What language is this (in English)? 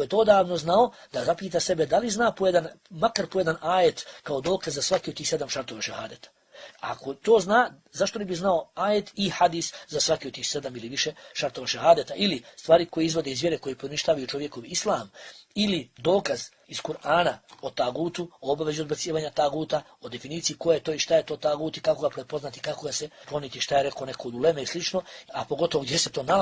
Bosnian